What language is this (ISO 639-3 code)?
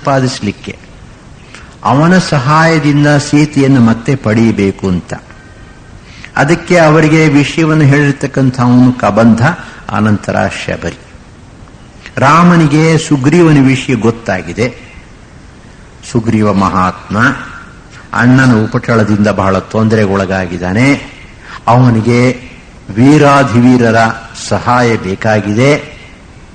kan